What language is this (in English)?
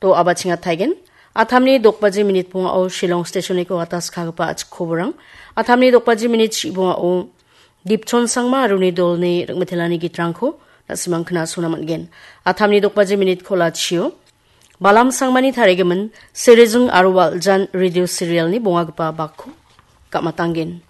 Garo